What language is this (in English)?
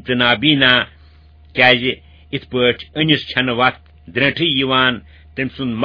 Kashmiri